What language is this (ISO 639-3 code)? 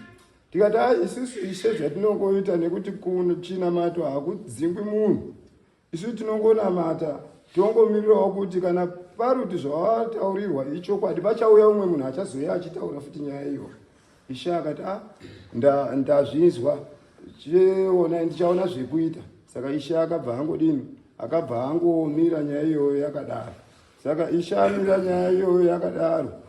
sna